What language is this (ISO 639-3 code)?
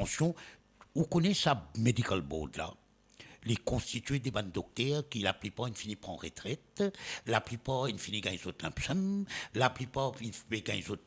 mfe